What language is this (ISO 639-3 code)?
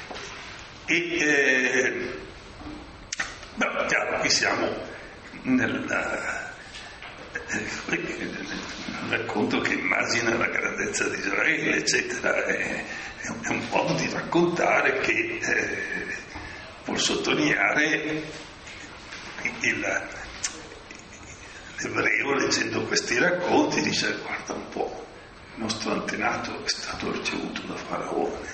ita